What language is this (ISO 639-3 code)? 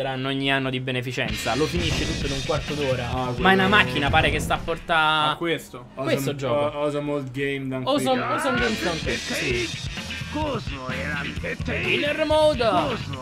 ita